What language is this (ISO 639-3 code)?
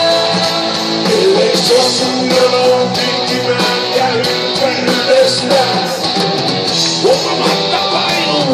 fin